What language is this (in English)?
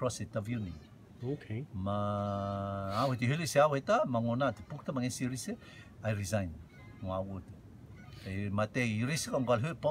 Rotuman